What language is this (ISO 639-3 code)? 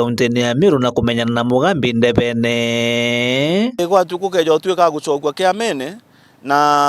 mer